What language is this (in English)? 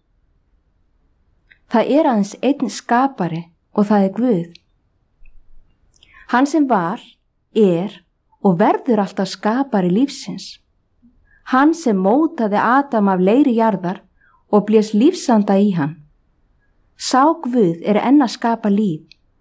Icelandic